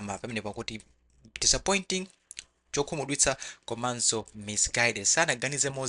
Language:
Nyanja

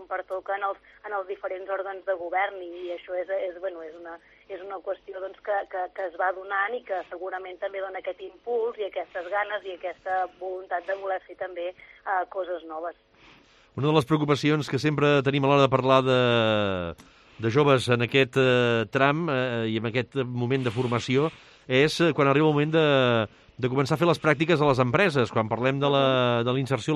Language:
Catalan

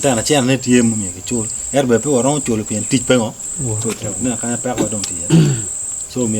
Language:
Acoli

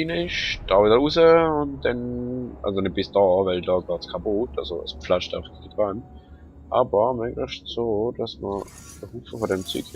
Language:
Swiss German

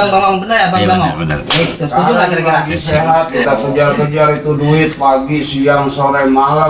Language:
Betawi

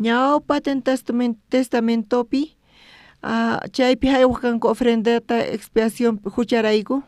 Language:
South Bolivian Quechua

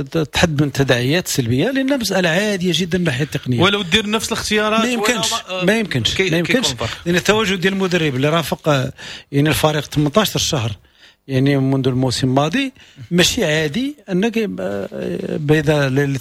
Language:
Moroccan Arabic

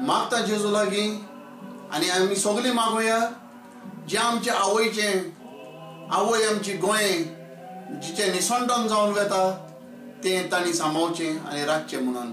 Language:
Konkani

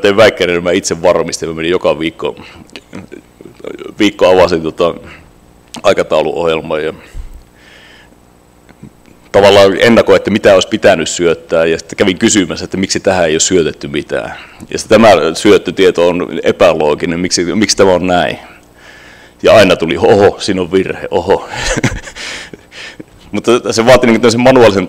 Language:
Finnish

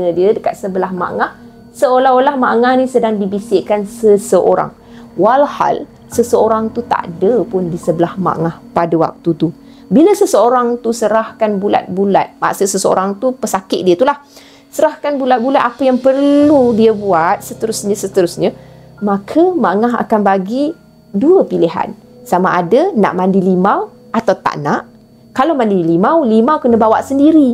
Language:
Malay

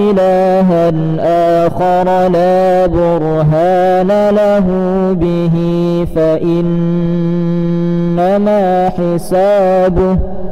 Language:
Arabic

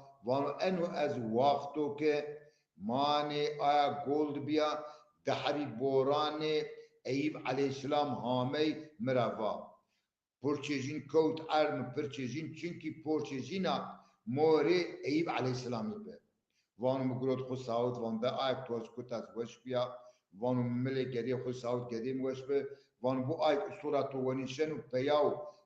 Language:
Zaza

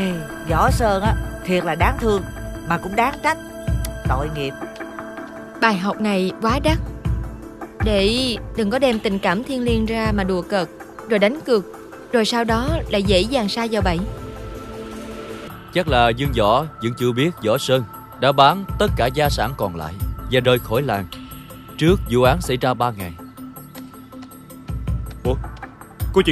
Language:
Vietnamese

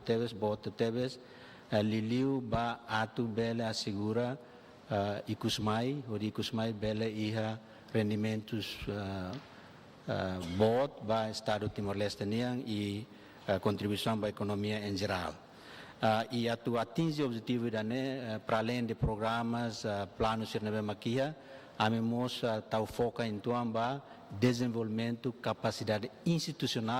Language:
Tetum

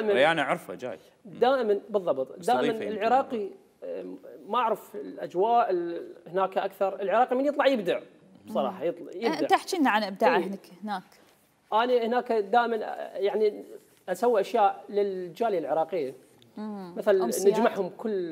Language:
Mesopotamian Arabic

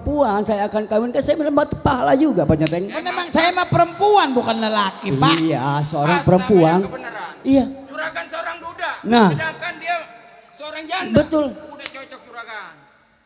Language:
Betawi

